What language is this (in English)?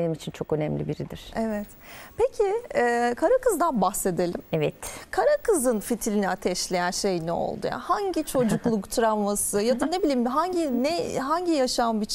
Turkish